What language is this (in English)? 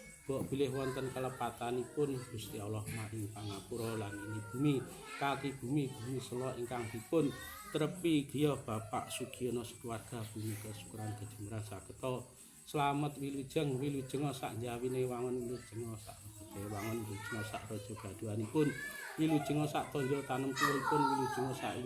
Javanese